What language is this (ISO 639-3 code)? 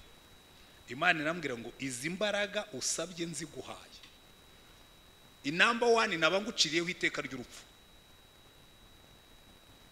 kin